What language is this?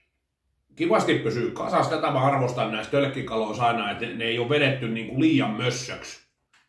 Finnish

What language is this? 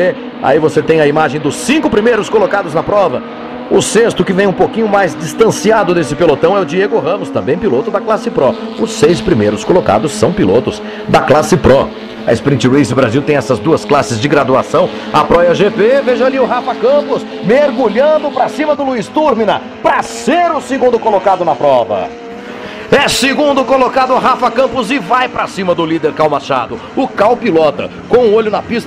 Portuguese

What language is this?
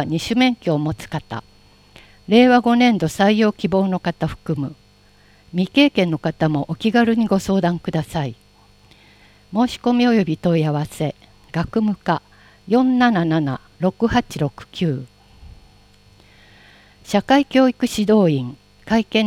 Japanese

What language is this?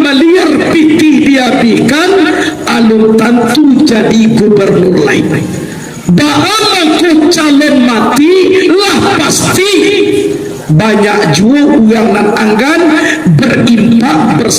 Minangkabau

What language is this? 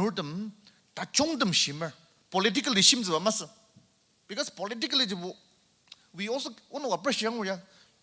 Ao Naga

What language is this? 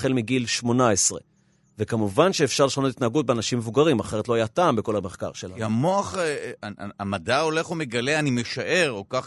Hebrew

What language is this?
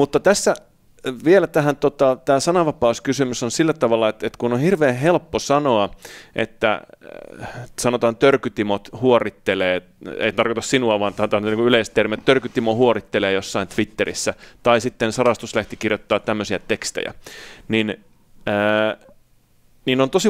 Finnish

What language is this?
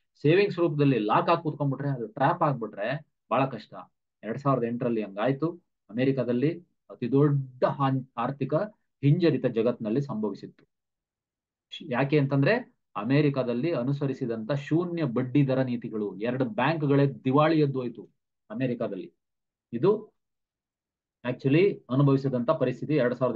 Kannada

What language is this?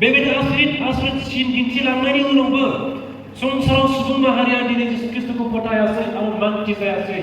Bodo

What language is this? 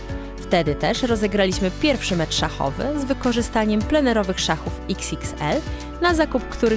Polish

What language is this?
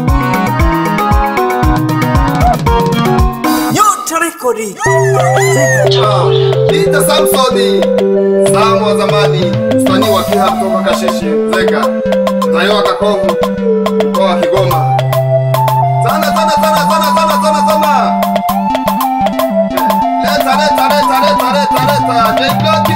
Swahili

